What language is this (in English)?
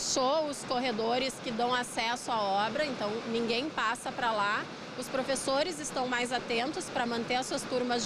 Portuguese